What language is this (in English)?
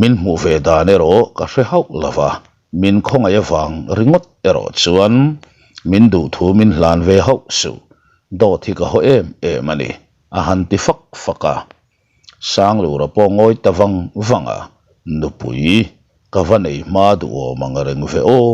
Mizo